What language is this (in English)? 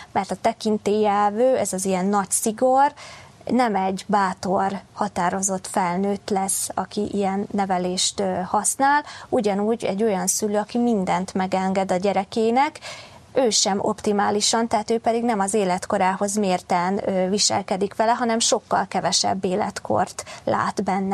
Hungarian